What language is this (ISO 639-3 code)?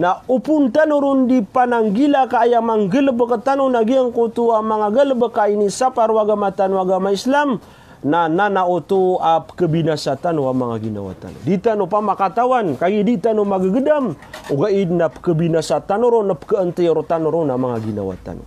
mrw